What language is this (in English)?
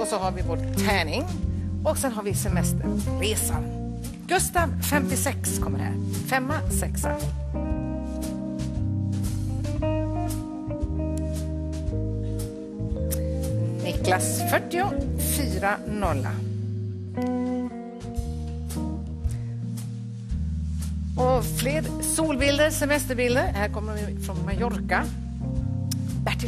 Swedish